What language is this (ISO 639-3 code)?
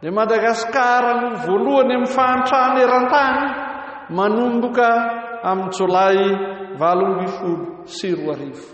mlg